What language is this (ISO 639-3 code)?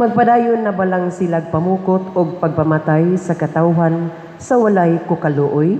ceb